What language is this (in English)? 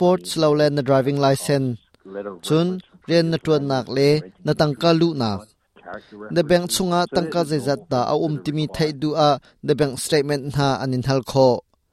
Hakha Chin